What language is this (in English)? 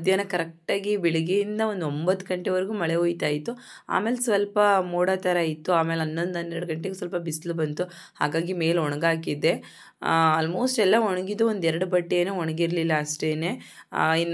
Kannada